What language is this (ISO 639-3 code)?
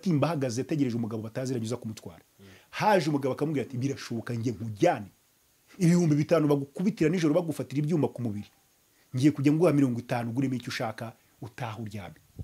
kin